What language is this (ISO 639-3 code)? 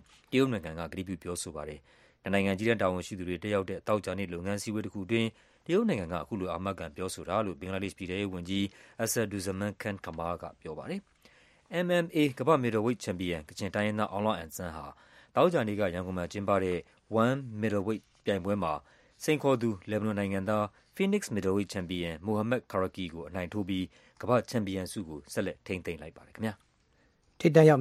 mya